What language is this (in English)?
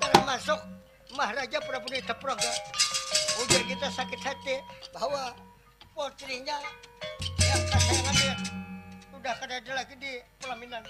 Banjar